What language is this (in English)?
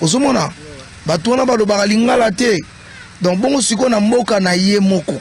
Lingala